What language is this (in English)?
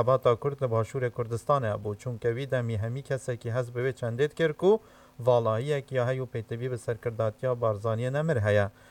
Kurdish